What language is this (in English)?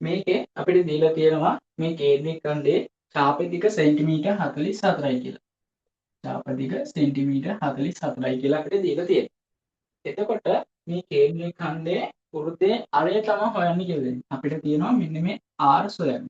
Sinhala